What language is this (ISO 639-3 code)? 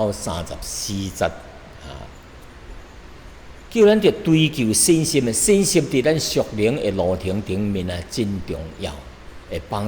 nan